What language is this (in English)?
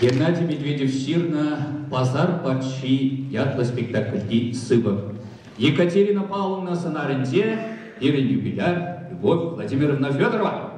Chuvash